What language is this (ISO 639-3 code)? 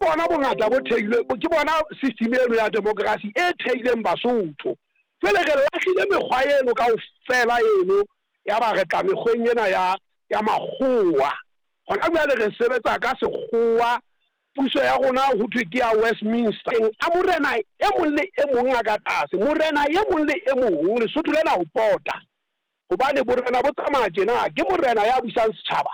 sot